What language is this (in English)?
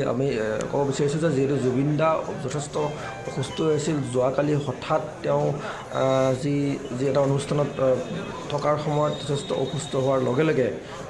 Assamese